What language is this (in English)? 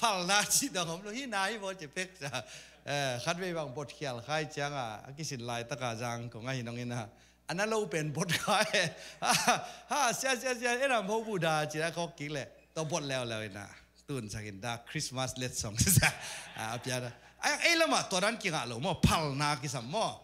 Tedim Chin